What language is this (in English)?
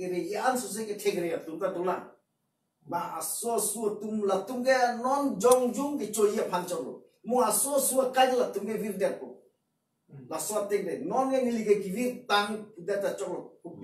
Karbi